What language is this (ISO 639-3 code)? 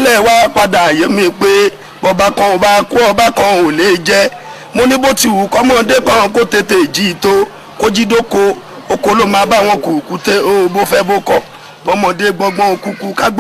yor